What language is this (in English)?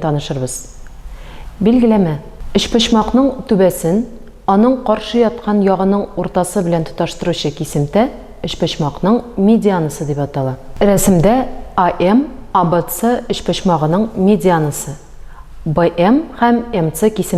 Tatar